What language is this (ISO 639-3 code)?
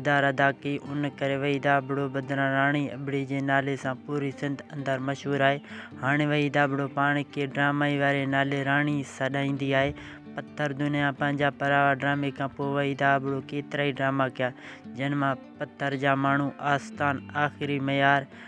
snd